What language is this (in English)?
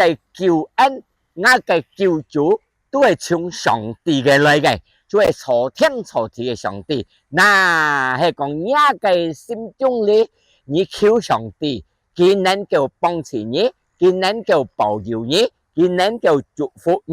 Hakka Chinese